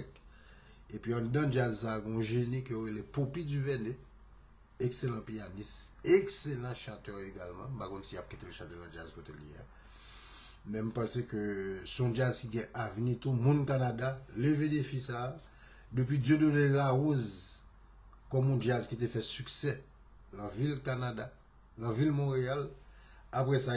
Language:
Haitian Creole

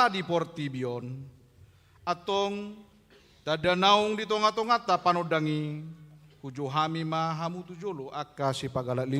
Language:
Batak Toba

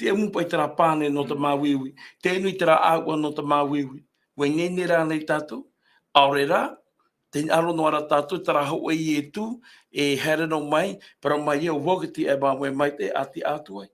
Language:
Tahitian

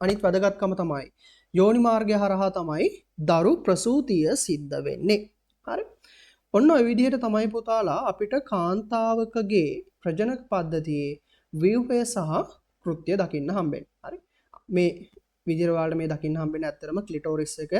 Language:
Sinhala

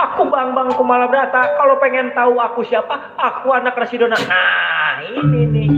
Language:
Betawi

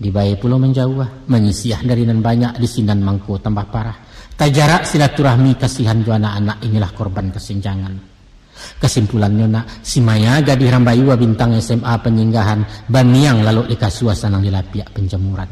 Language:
Minangkabau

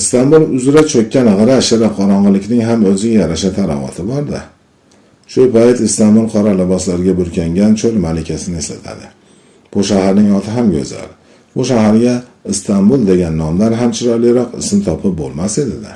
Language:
Uzbek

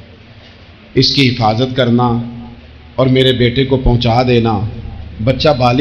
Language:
Urdu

